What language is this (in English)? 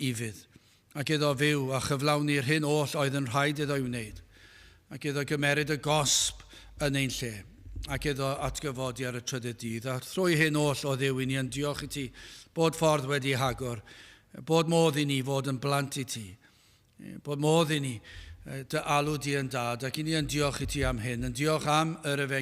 Welsh